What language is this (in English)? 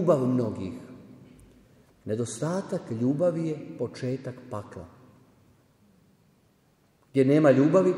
Croatian